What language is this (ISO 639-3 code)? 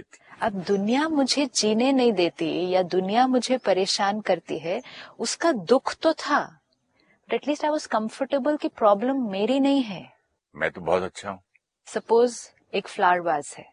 hin